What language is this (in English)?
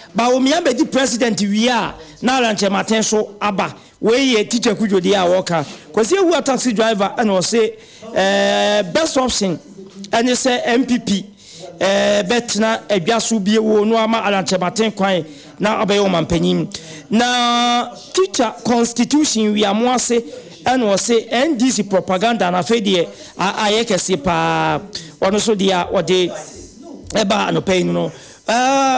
Akan